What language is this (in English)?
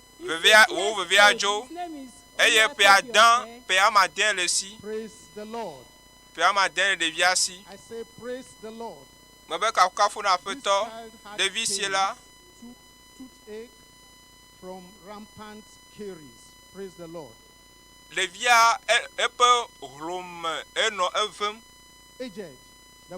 Ewe